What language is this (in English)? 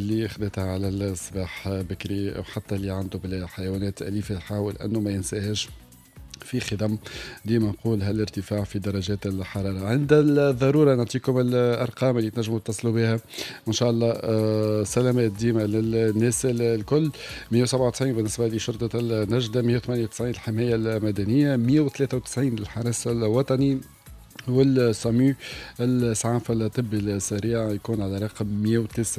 Tunisian Arabic